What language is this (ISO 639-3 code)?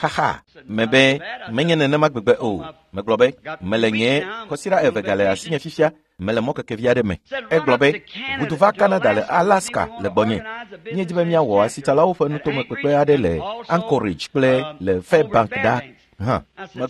ewe